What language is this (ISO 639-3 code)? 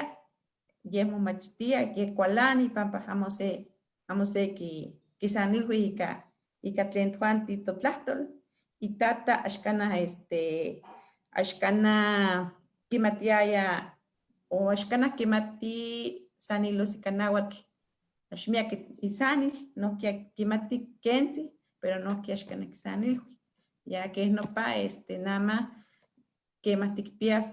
nhe